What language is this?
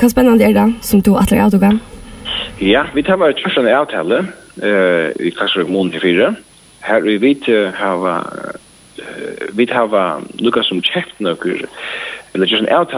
Faroese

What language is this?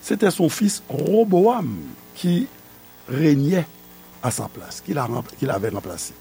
Haitian Creole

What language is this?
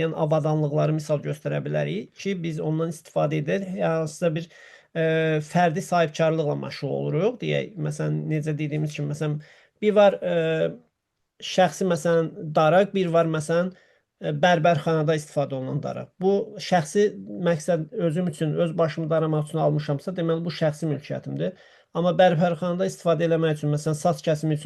Azerbaijani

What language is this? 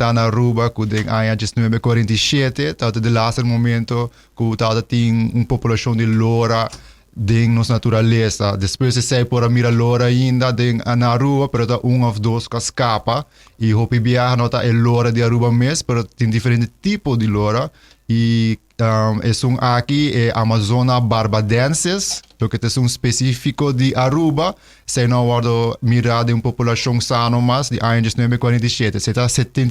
Papiamento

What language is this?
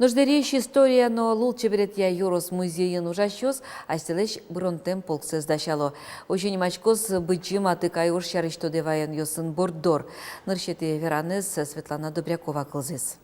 Udmurt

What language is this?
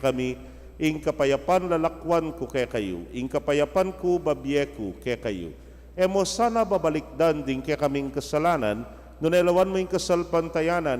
Pampanga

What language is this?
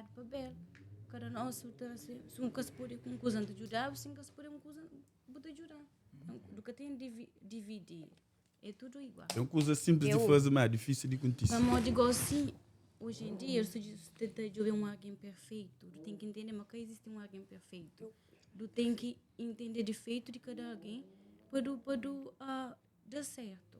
Kabuverdianu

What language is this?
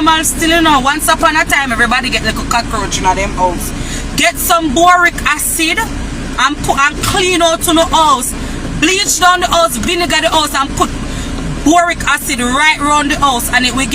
Jamaican Creole English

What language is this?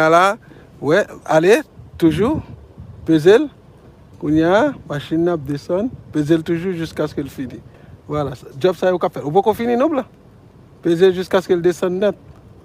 Haitian Creole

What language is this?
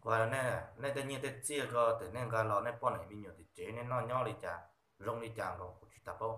Hmong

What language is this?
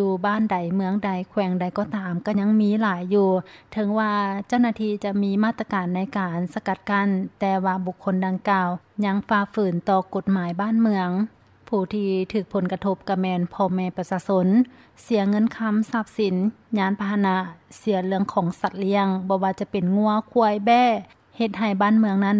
Lao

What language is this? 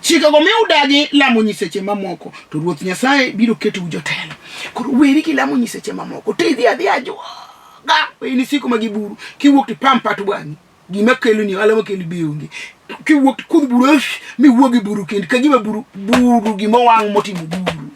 Luo (Kenya and Tanzania)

